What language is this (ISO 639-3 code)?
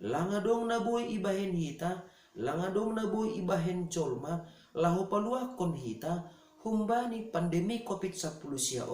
bts